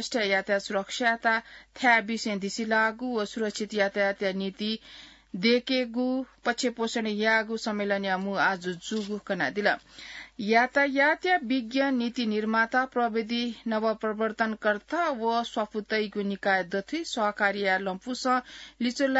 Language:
Newari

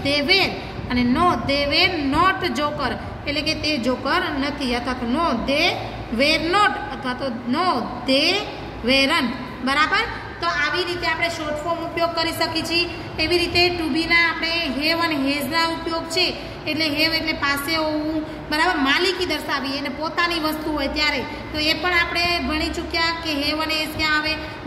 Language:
Gujarati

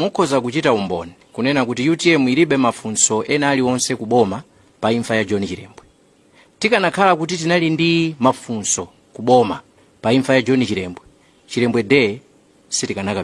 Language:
Nyanja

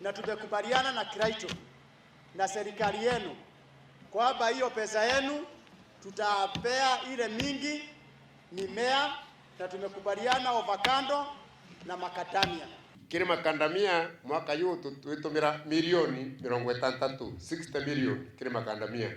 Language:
Meru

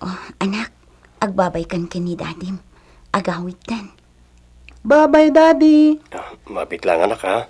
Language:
Iloko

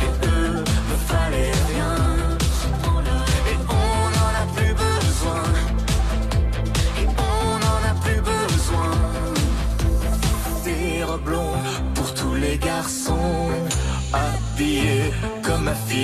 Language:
French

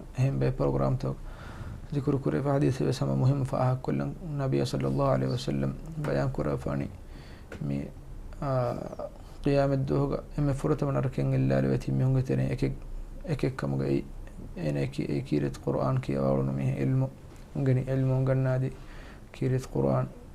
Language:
Divehi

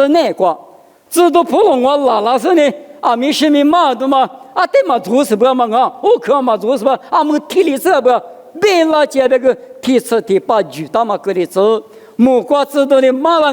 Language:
Lisu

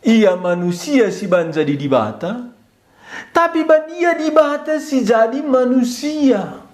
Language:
Batak Karo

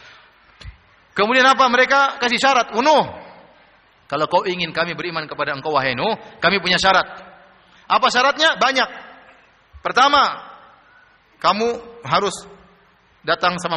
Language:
Indonesian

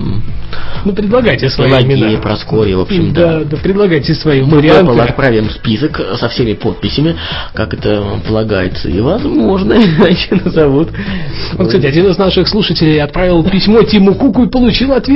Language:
Russian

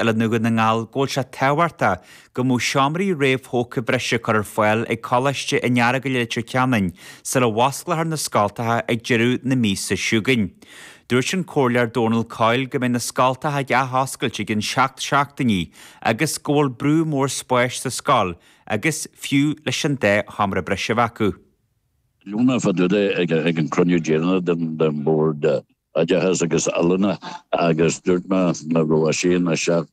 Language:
Irish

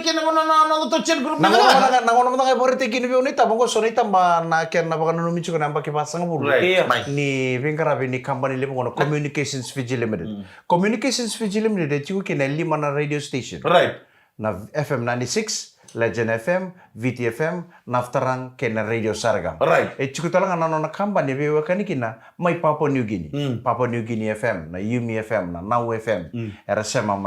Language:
Fijian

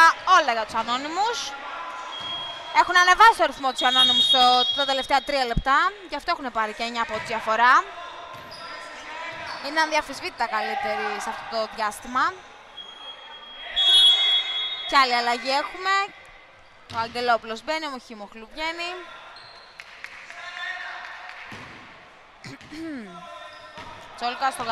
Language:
Greek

